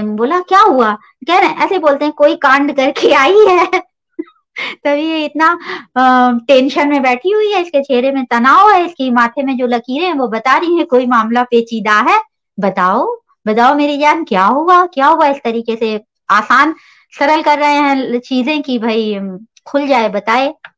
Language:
Hindi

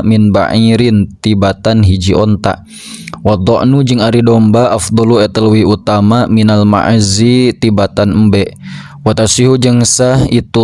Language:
Sundanese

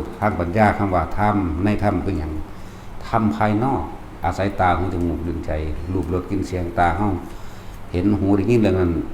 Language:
Northeastern Thai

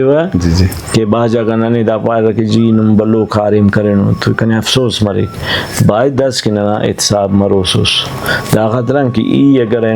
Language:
Brahui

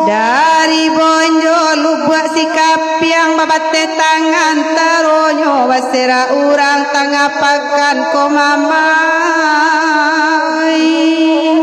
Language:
Minangkabau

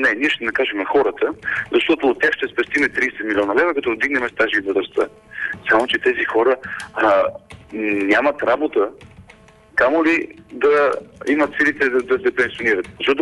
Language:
Bulgarian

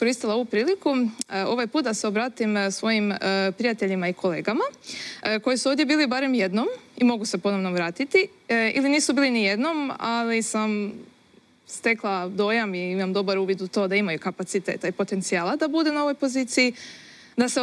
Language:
Croatian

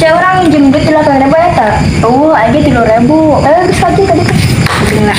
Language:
Sundanese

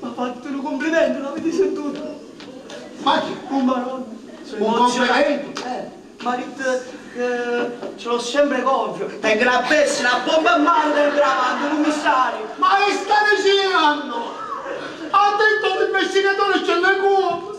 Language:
Neapolitan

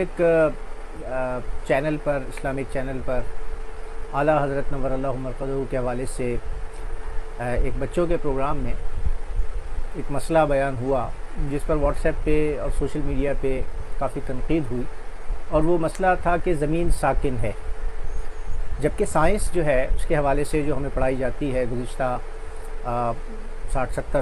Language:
Urdu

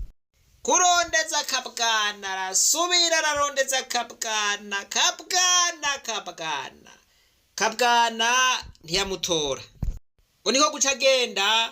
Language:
Rundi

